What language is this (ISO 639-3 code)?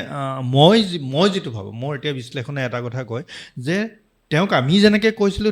asm